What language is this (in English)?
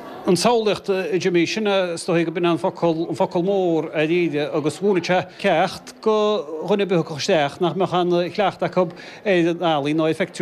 Irish